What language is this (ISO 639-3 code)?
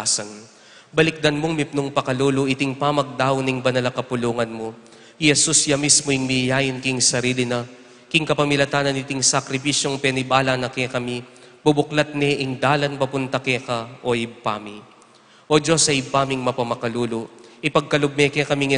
pam